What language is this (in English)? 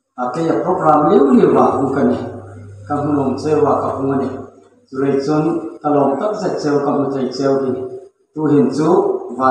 Hmar